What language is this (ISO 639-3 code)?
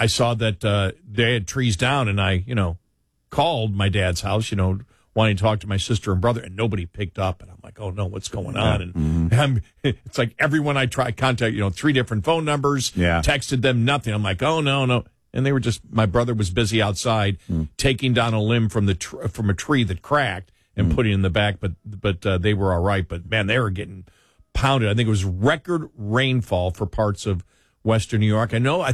eng